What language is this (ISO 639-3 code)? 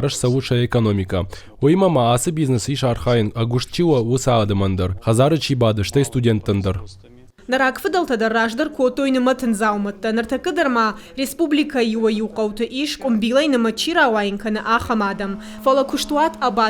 oss